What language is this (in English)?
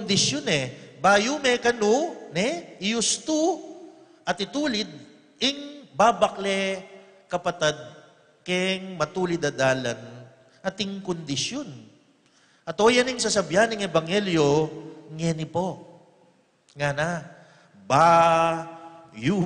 Pampanga